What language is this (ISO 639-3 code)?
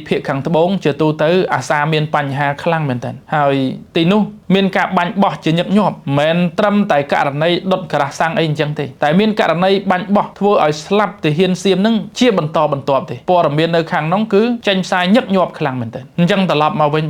khm